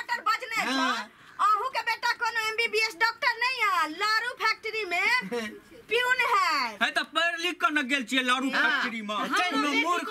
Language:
Maithili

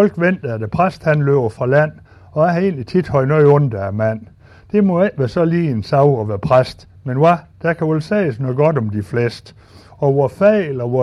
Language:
Danish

